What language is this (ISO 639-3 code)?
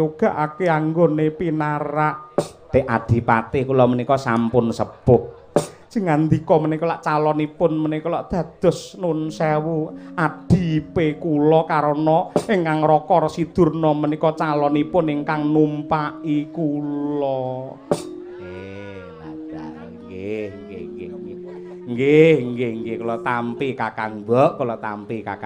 jav